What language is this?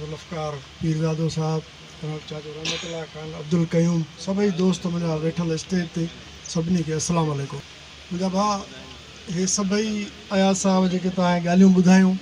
Sindhi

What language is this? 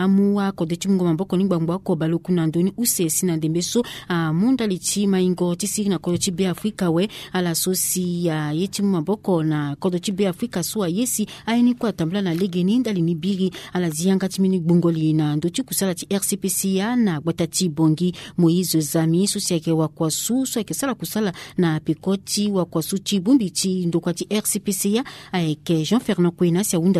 Sango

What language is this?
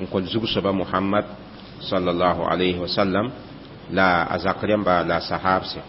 Mossi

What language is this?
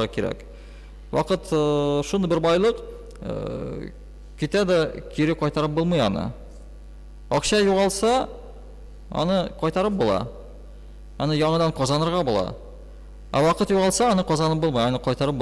Tatar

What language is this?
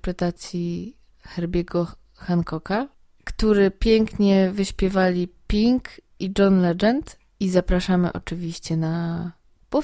Polish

